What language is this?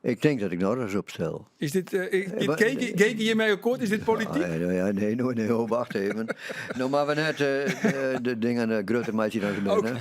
Western Frisian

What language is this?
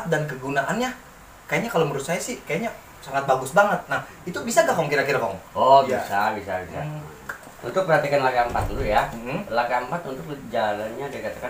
Betawi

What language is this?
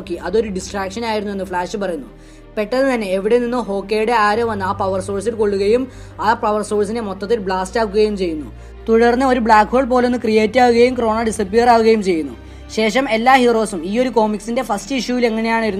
Malayalam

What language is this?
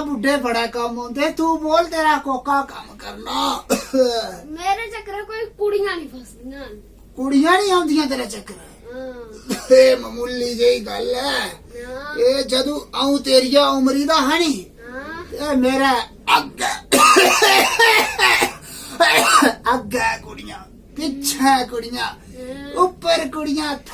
Dogri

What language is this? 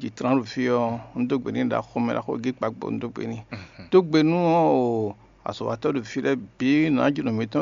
Fon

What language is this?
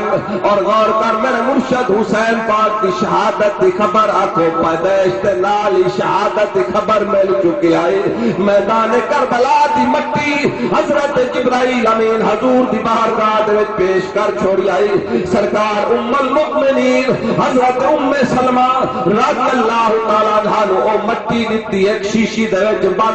Saraiki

